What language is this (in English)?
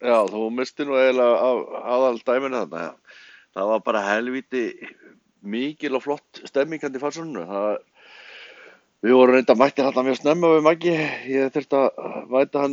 Icelandic